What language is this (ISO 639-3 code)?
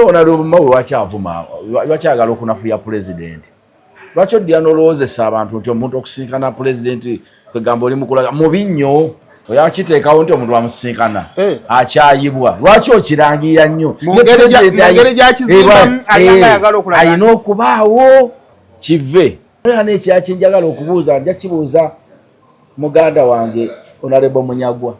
lug